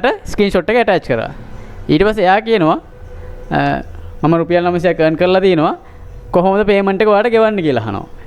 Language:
Sinhala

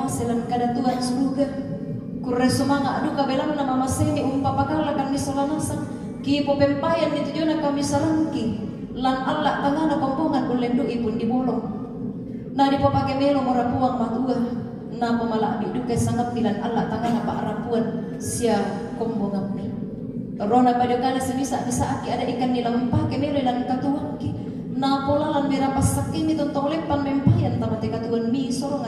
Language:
Toraja-Sa'dan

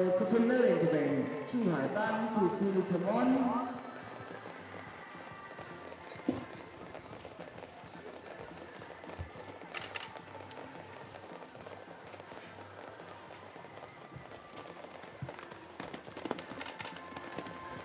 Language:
Danish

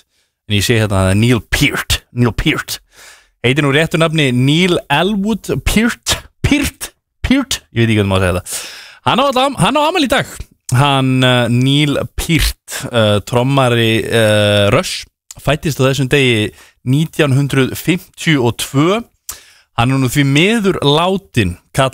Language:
Icelandic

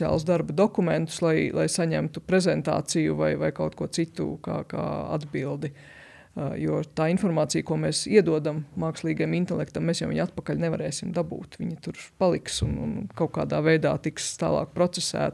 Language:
Latvian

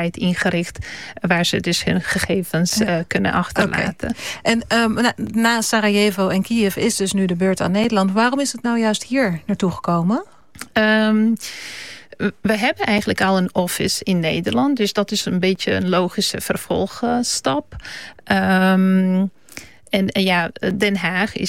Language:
Dutch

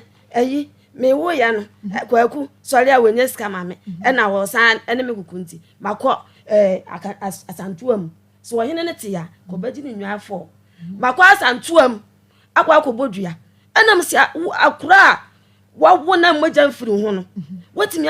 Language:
Akan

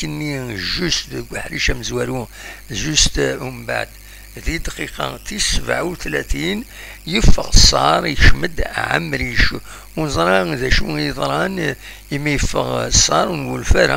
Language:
Kabyle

